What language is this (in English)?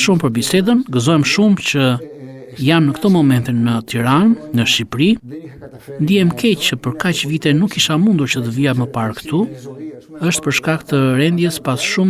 Albanian